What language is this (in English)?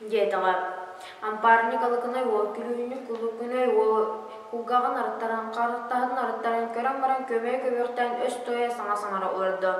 Yakut